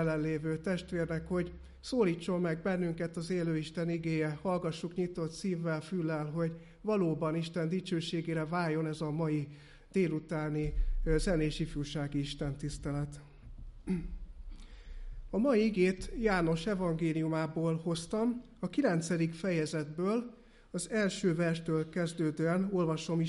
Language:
Hungarian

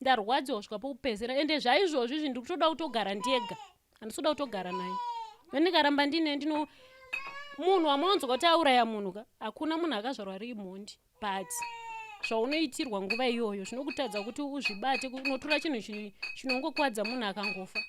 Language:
Shona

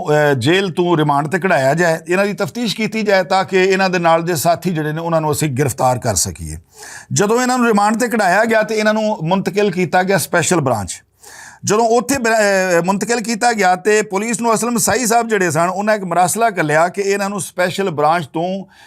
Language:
Western Panjabi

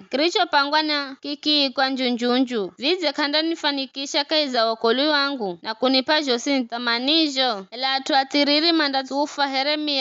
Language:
Giryama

